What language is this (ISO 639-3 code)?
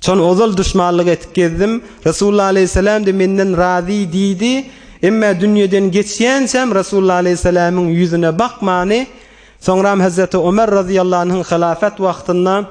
tuk